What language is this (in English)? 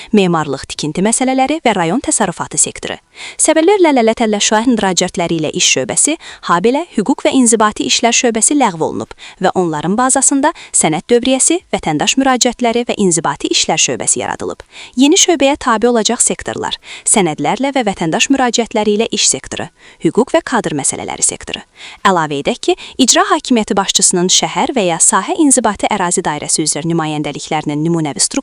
Azerbaijani